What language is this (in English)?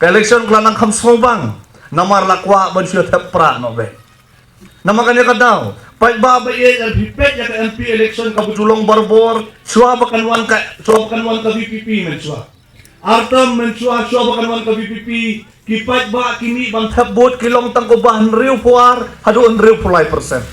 Khasi